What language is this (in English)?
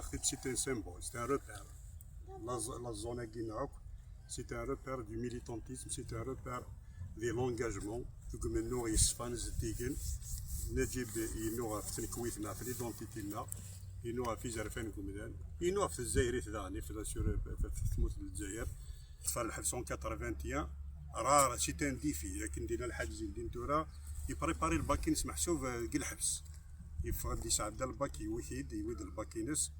Kabyle